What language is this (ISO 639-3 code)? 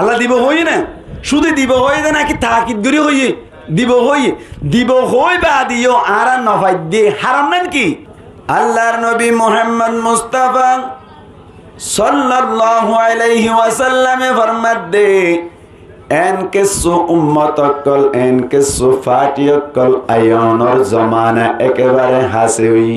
rhg